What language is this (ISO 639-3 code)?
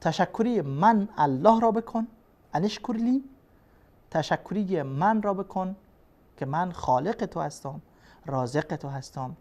fas